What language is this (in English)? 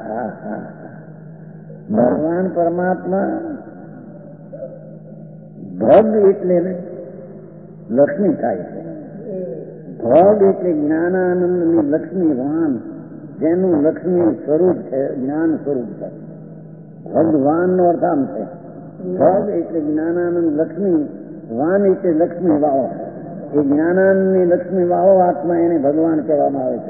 Gujarati